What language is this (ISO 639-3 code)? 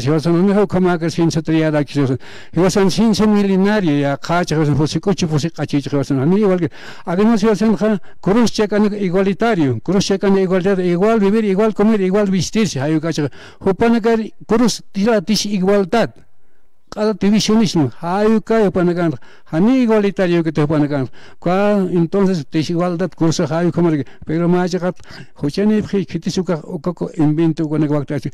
aym